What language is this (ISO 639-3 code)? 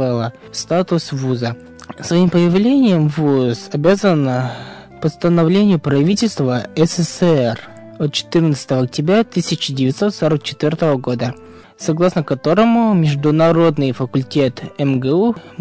rus